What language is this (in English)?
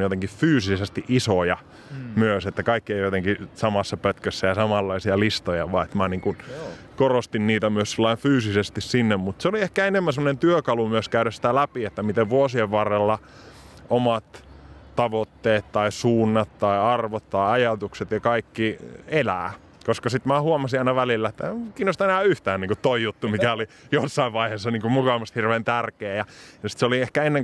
Finnish